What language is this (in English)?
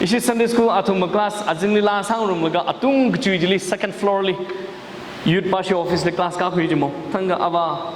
Tangkhul Naga (India)